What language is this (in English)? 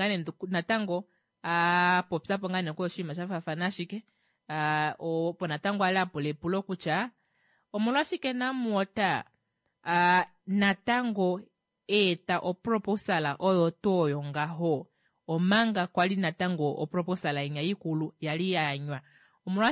Kuanyama